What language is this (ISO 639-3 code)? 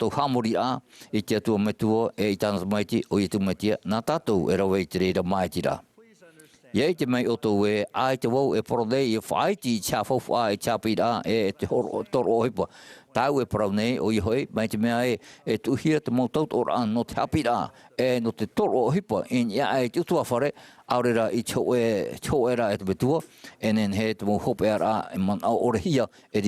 tah